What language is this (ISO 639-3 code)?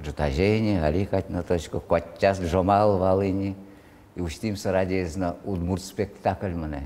udm